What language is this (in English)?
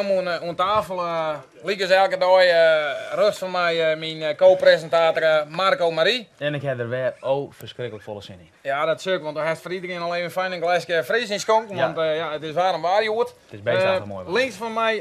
Western Frisian